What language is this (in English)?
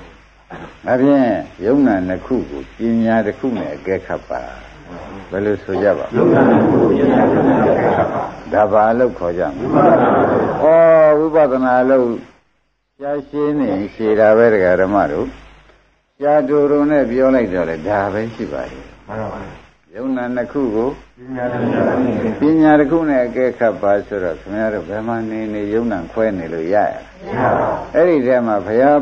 Burmese